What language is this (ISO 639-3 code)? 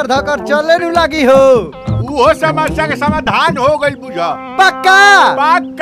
bho